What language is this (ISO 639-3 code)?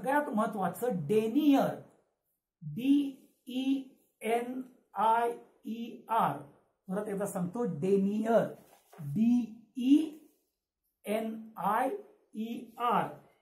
mar